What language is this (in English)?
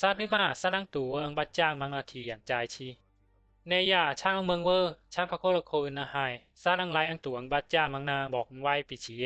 Bisu